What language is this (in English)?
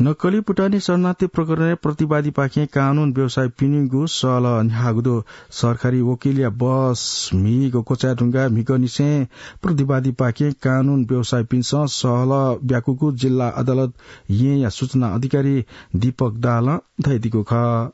Newari